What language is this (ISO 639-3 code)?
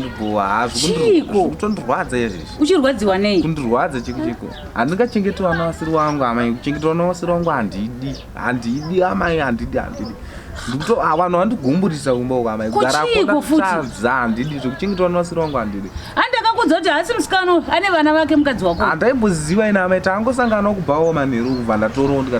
sna